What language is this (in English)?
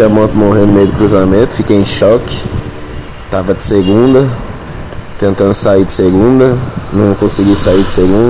Portuguese